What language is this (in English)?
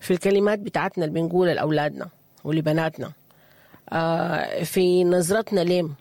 Sudanese Arabic